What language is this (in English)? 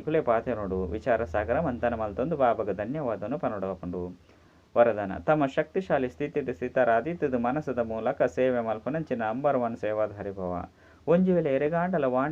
Tulu